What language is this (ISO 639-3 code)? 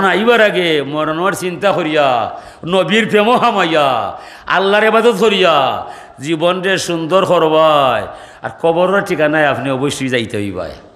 syl